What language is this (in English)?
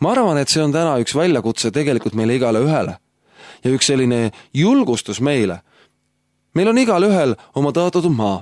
Estonian